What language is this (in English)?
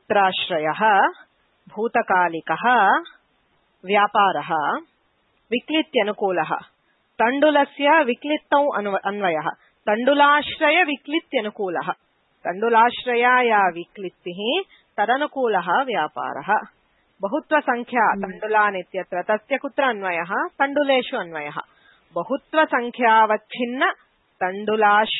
Sanskrit